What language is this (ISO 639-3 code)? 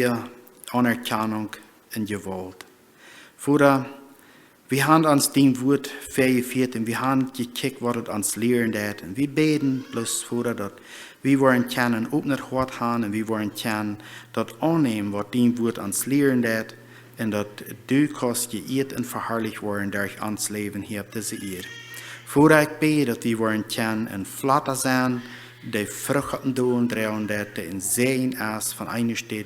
pdt